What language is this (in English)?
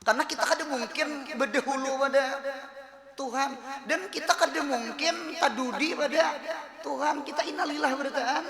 Banjar